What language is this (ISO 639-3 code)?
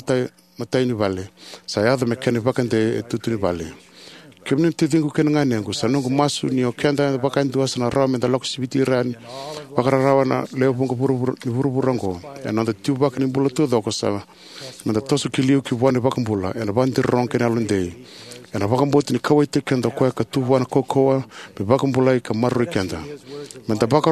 fij